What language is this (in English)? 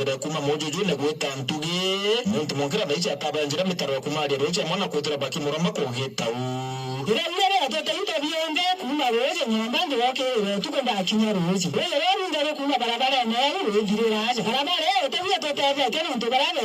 Meru